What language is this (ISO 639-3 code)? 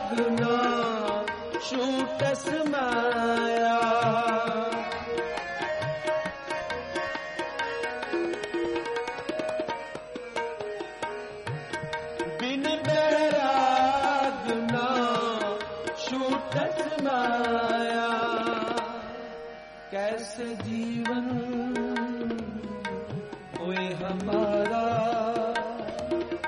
pan